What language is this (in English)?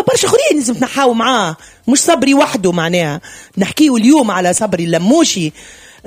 Tunisian Arabic